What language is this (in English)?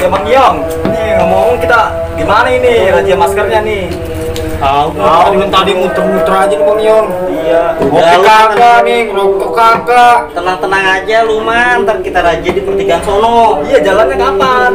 Betawi